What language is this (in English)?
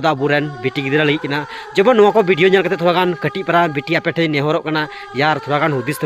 Santali